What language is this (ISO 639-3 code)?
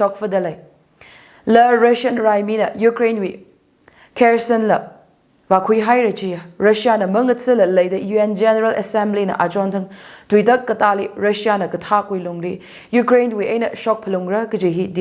nmf